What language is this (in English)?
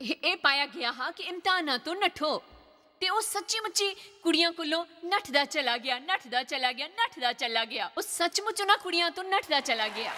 Dogri